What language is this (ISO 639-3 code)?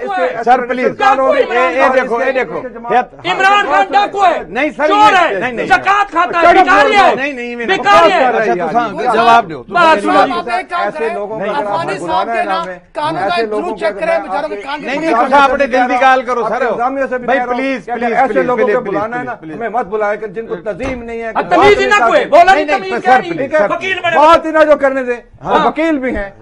urd